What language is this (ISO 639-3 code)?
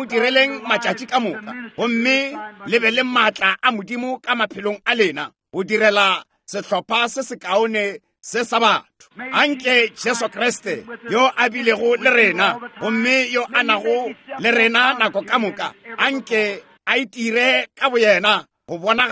nso